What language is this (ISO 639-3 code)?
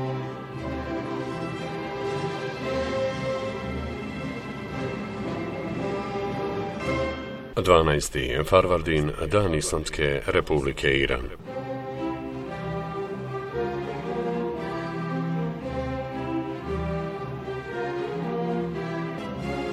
bos